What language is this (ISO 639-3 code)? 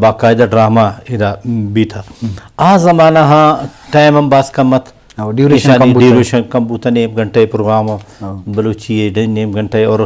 bgp